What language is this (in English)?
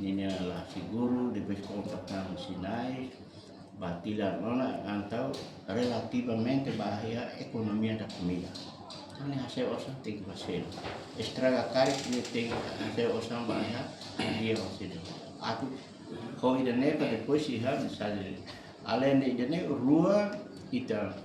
Tetum